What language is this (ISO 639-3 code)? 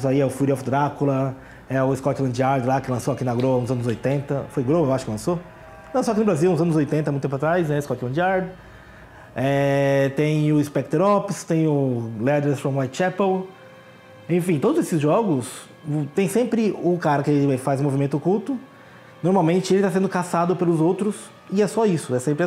por